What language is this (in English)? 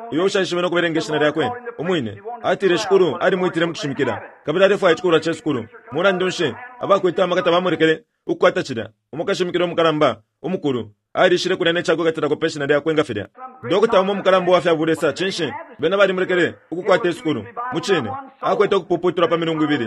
Bemba